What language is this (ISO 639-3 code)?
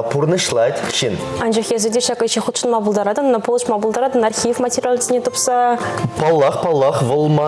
chv